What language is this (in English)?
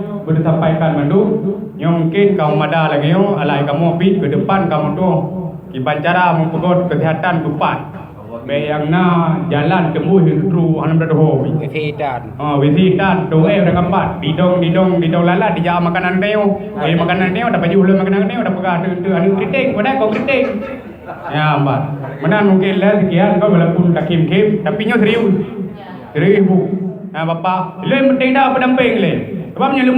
Achinese